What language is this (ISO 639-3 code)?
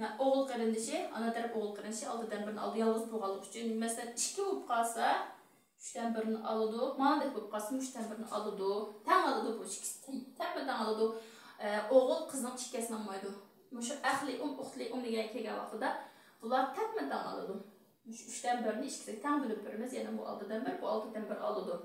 uig